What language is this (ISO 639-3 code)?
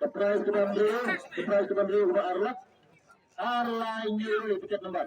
kha